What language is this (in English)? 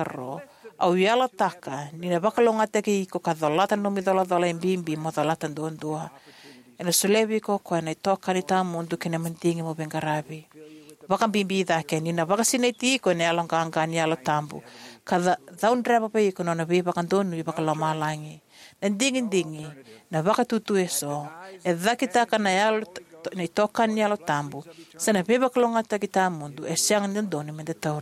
Fijian